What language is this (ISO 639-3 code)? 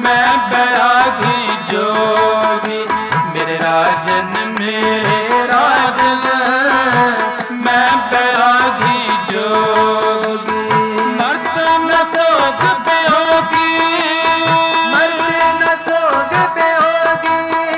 hin